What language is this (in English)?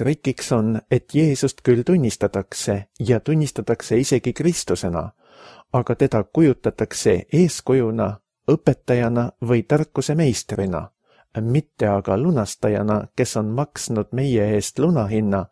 Estonian